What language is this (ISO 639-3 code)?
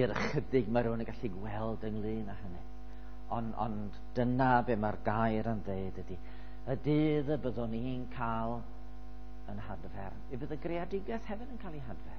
cym